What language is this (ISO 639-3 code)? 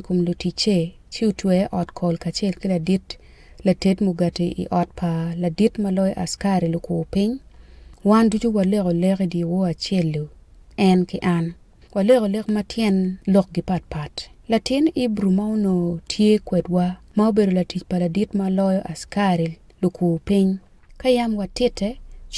ach